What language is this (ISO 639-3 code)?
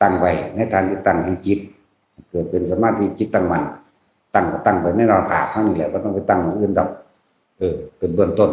tts